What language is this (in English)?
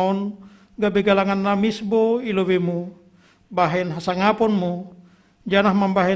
Batak Simalungun